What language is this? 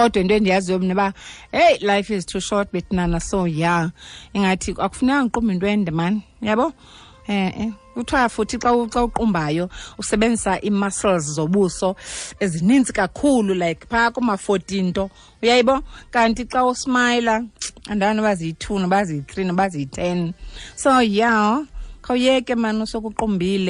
Xhosa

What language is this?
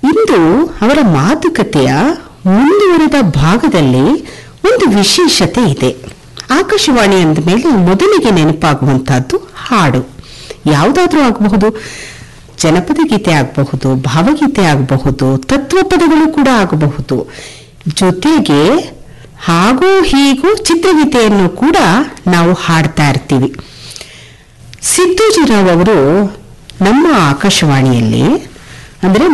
Kannada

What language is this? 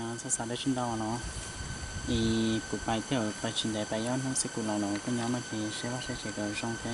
Hmong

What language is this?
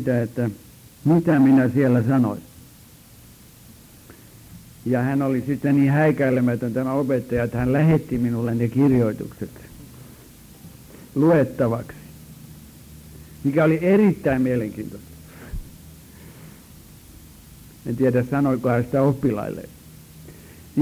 Finnish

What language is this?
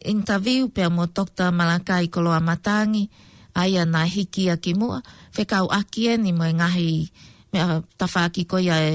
Tongan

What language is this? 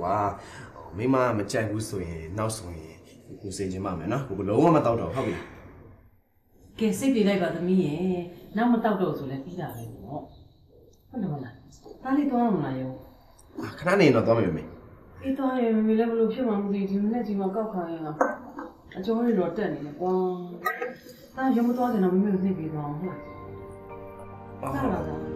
Burmese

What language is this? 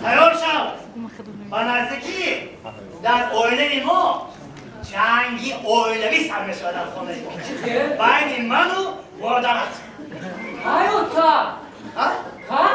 Tajik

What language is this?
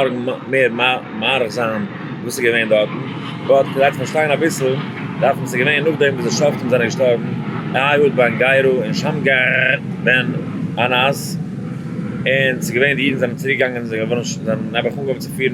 Yiddish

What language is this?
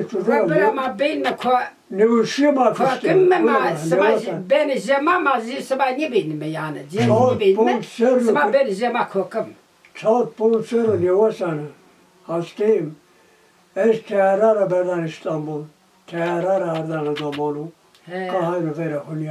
Zaza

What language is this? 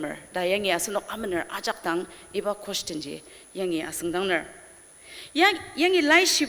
Ao Naga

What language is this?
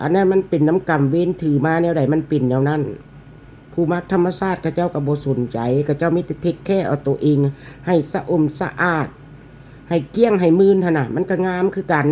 Northeastern Thai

